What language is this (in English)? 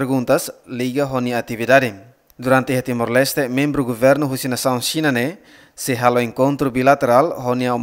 Tetum